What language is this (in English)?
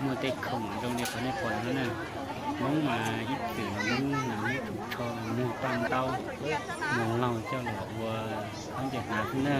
Hmong